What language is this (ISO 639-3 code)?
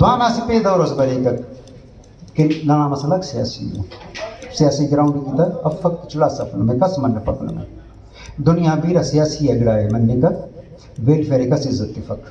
brh